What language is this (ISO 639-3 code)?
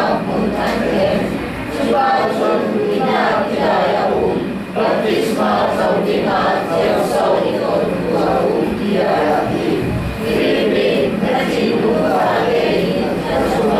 cfm